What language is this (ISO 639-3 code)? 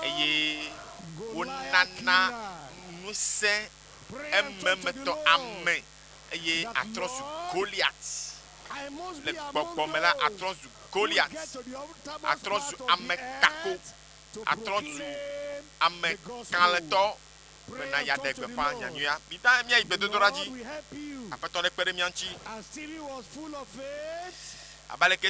ewe